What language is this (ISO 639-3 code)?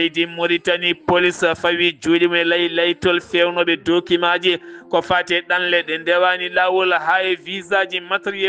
ful